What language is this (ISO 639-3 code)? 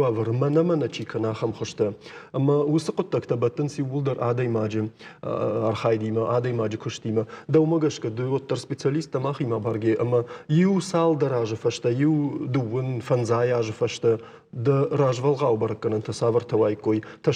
oss